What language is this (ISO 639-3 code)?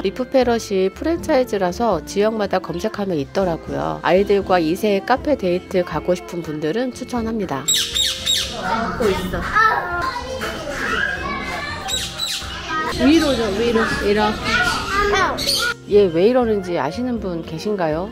kor